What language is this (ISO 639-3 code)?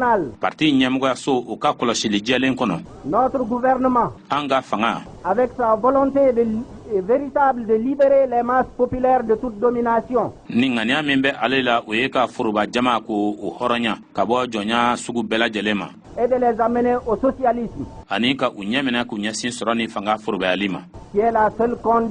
bam